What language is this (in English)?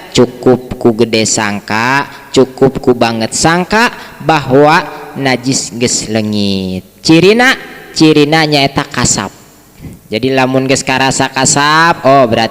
Sundanese